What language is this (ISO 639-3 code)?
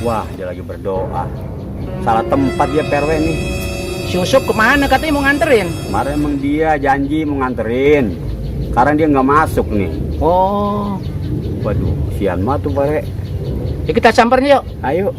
bew